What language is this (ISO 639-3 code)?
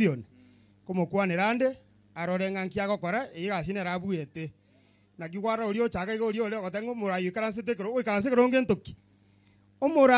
guz